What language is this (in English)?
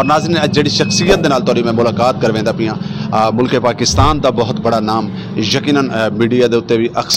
Saraiki